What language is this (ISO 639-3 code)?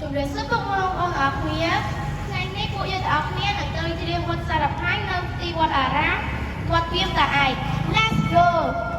khm